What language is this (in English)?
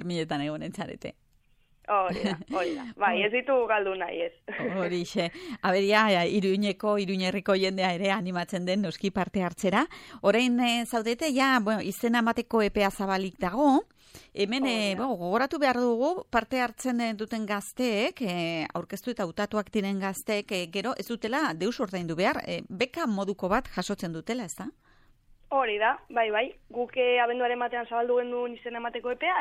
Basque